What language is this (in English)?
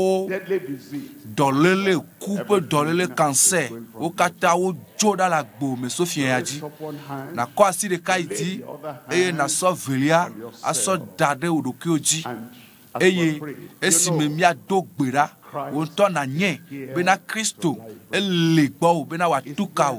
Ewe